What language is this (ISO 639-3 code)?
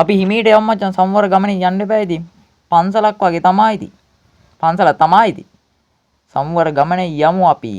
sin